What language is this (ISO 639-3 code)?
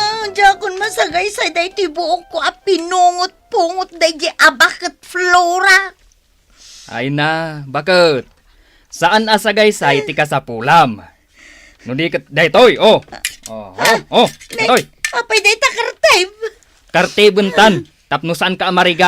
ilo